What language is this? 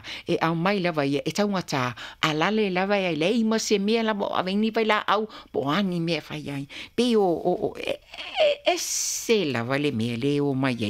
Samoan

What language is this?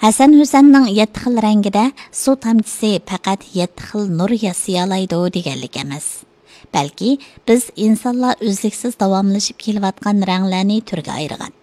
Uyghur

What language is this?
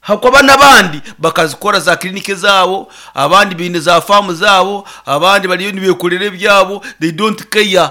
Nyankole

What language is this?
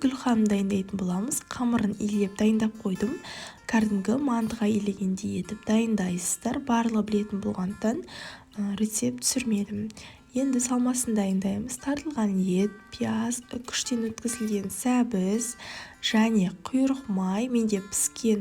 Kazakh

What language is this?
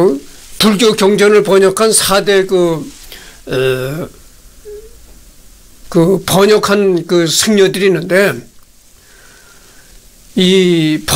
Korean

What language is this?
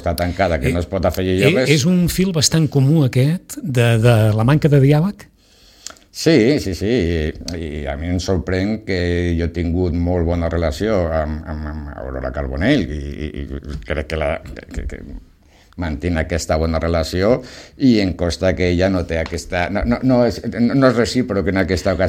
Catalan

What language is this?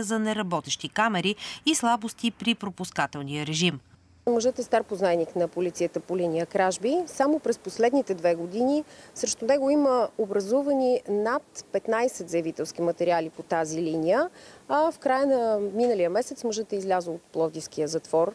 Bulgarian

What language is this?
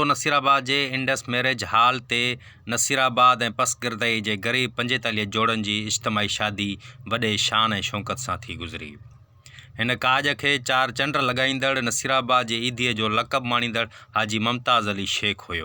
Sindhi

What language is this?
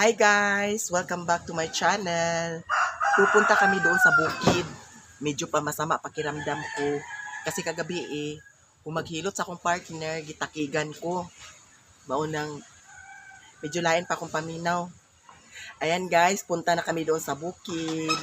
Cebuano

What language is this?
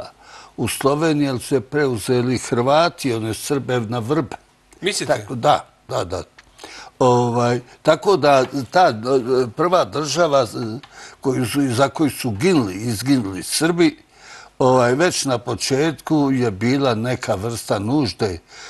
Serbian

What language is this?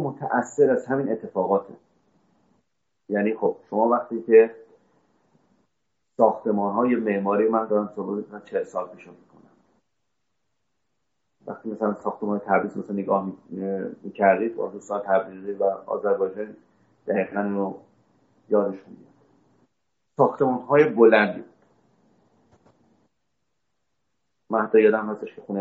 Persian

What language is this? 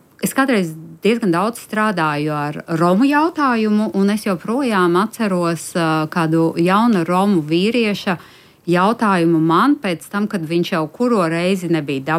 Latvian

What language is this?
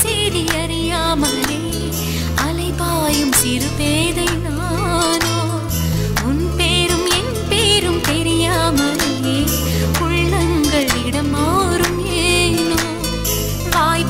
Tamil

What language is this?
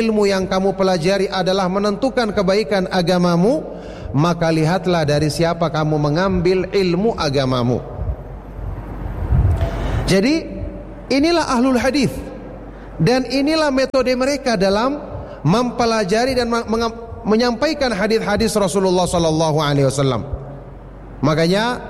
Indonesian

